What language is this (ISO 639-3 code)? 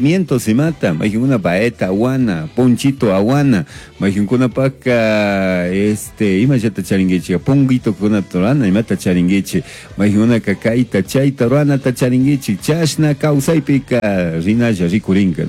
qug